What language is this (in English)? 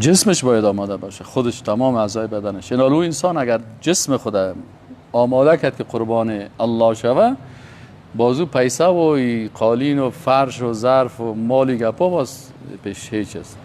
Persian